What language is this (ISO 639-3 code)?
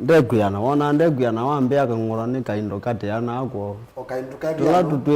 kam